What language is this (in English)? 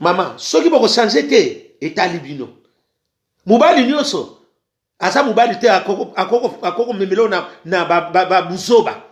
Lingala